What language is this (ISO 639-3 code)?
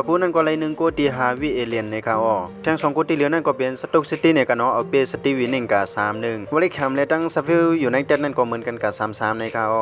shn